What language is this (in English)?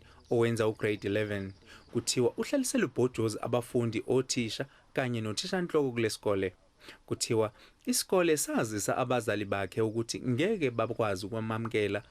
Zulu